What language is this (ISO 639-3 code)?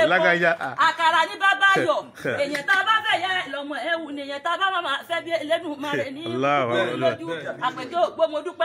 yor